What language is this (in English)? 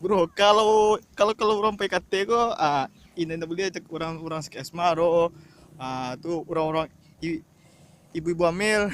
Minangkabau